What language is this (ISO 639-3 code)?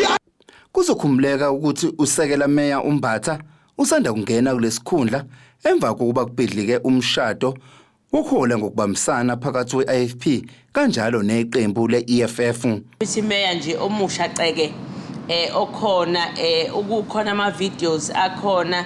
zul